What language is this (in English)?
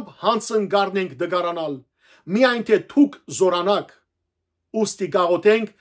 Western Armenian